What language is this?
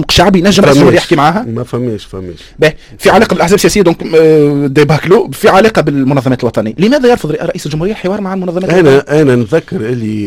Tunisian Arabic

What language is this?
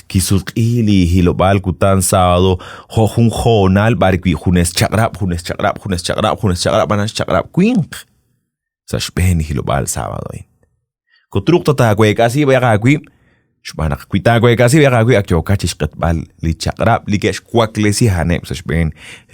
Kekchí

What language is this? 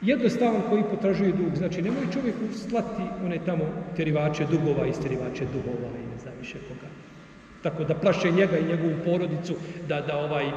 Bosnian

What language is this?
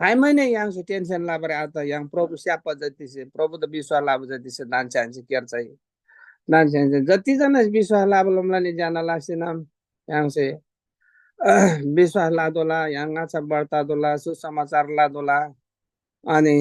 Eastern Tamang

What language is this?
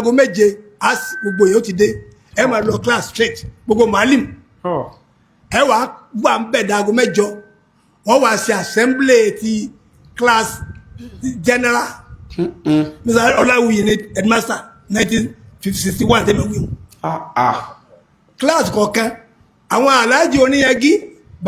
Yoruba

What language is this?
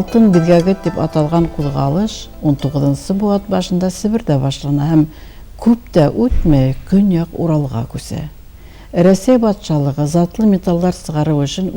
Bashkir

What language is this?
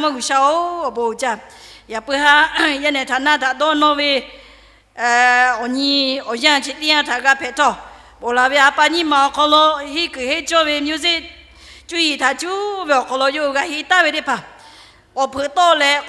Lahu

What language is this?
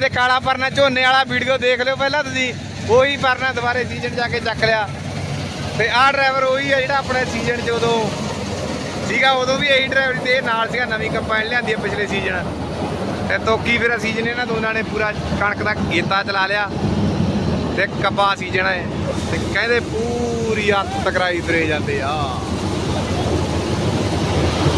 Punjabi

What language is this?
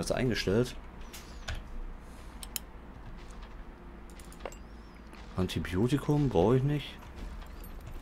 German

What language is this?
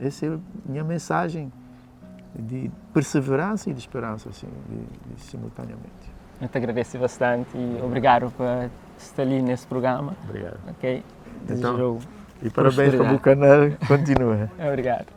Kabuverdianu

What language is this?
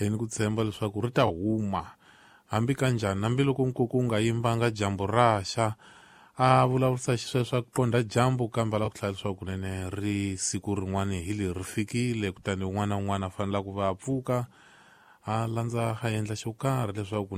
Tsonga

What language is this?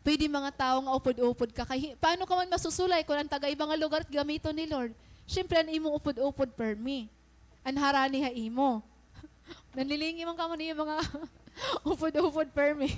Waray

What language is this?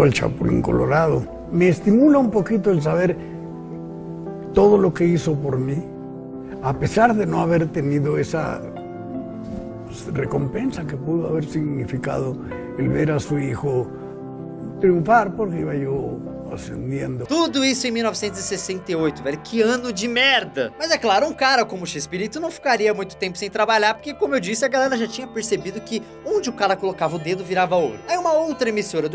Portuguese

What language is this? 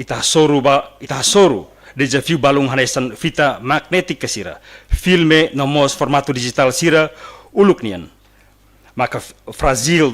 Tetum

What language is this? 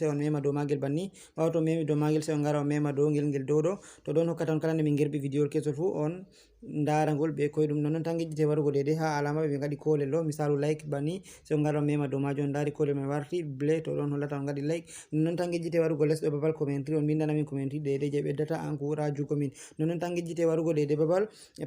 Fula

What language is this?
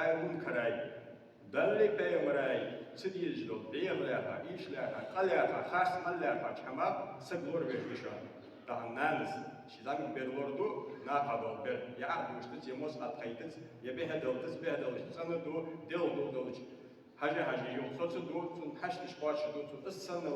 Ingush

